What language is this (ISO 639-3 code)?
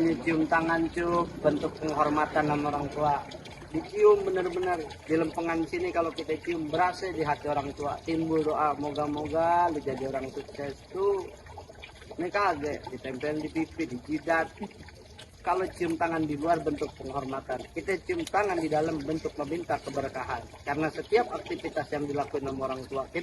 bew